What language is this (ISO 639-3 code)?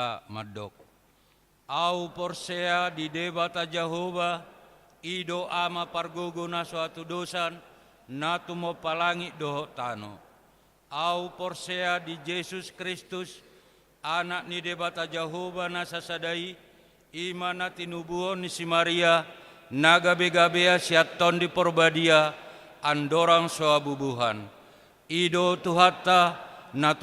bbc